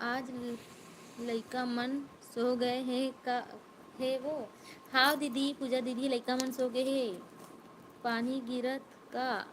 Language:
Chhattisgarhi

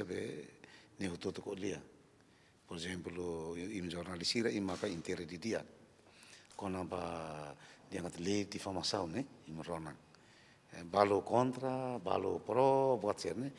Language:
Tetum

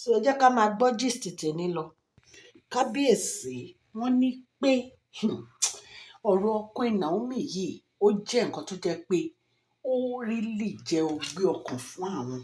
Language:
Yoruba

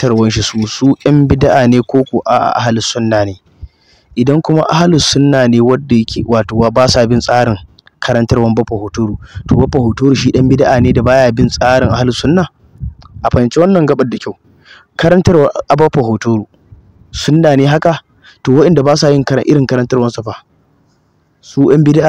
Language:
Hausa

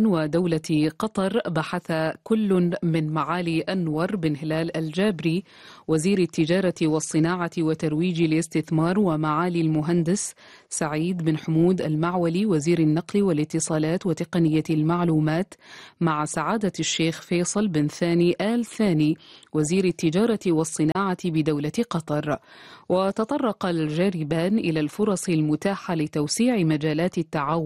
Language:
Arabic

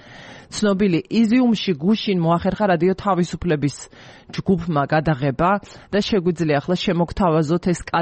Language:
Georgian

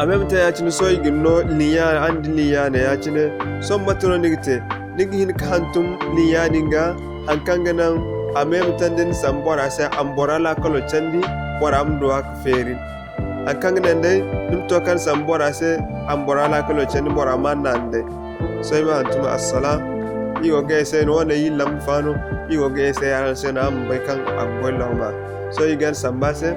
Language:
Zarma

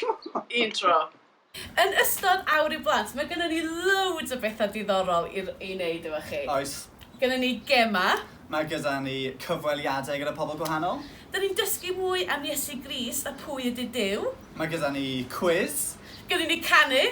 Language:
Welsh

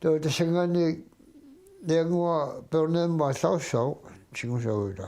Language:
Kalaallisut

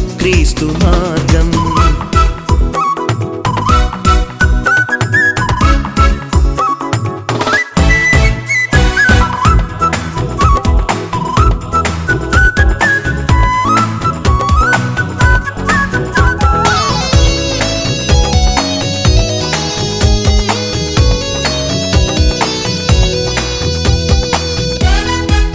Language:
Telugu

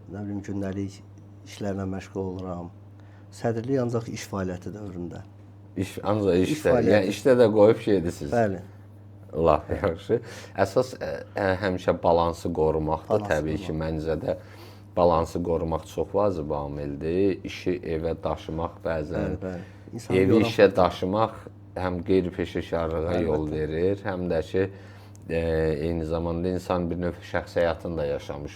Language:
Azerbaijani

